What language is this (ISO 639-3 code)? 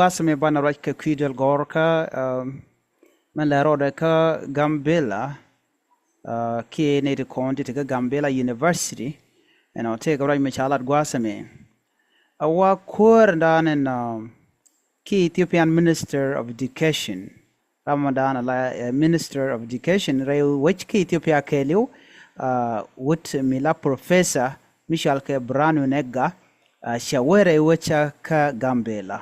nus